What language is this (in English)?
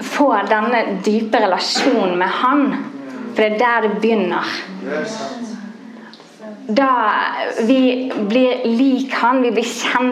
Norwegian